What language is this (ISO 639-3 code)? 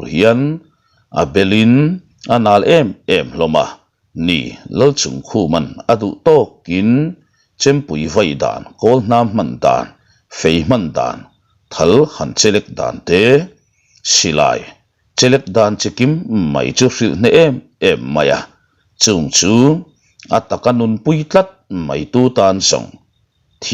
lus